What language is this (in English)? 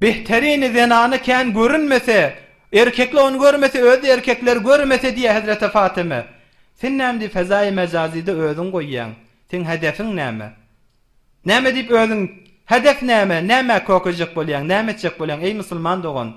Turkmen